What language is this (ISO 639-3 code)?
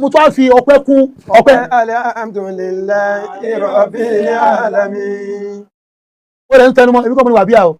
yor